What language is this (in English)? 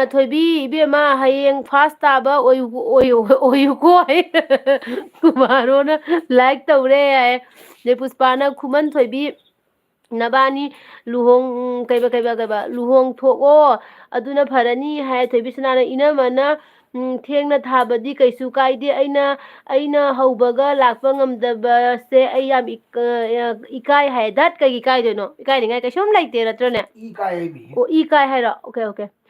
Manipuri